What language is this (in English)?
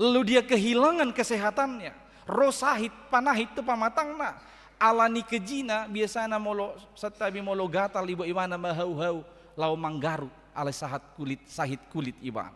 Batak Toba